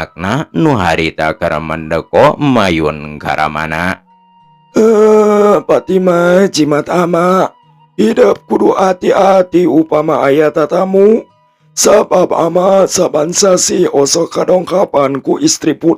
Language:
Sundanese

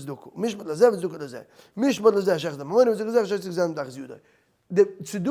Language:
Yiddish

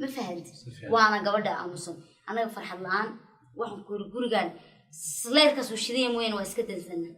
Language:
Somali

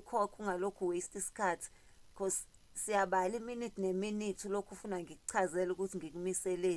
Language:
Zulu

